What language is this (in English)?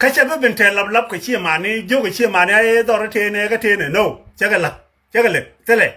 Nuer